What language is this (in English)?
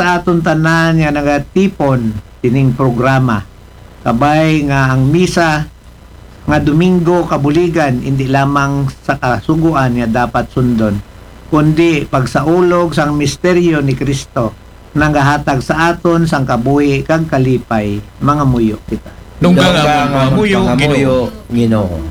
Aklanon